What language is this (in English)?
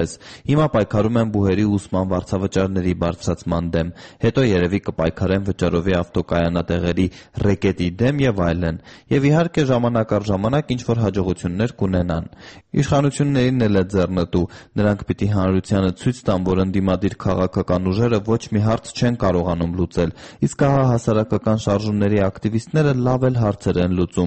Armenian